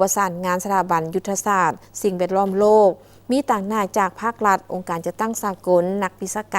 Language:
Lao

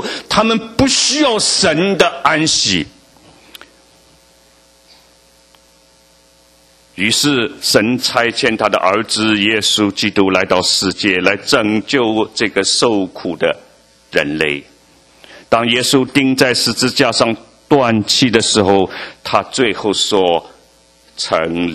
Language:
Chinese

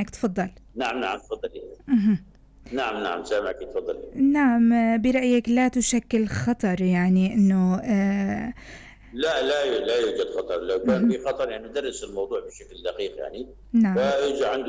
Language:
North Levantine Arabic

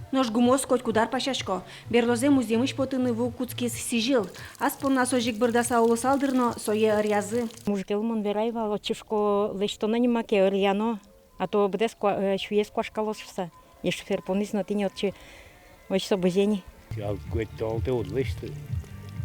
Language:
Udmurt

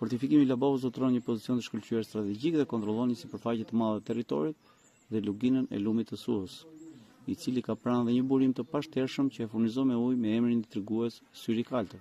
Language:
Albanian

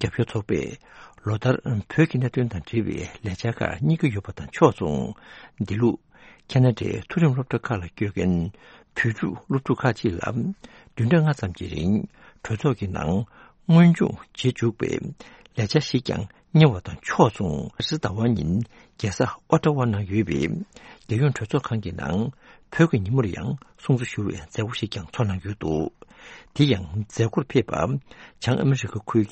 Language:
Tibetan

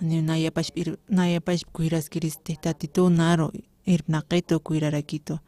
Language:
Aymara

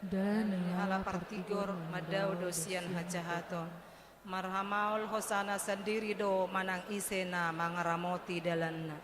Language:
Batak Toba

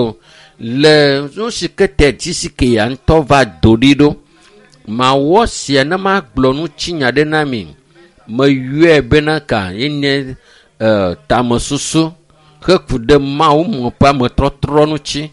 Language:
Ewe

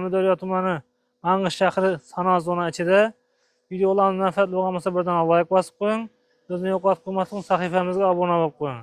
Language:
Uzbek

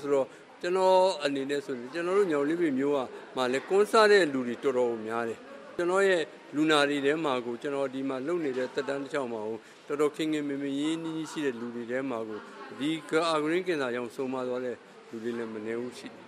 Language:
Burmese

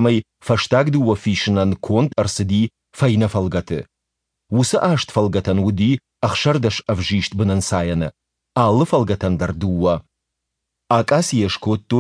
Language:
Ossetic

